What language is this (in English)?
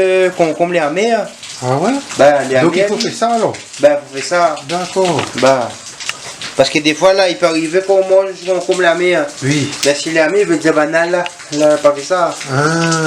Réunion Creole French